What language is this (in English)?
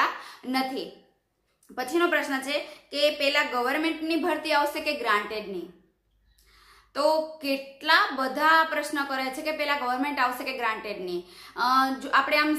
Gujarati